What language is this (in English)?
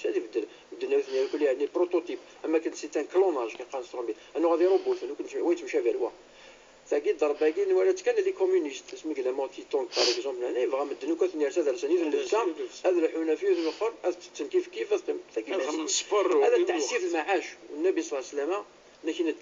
Moroccan Arabic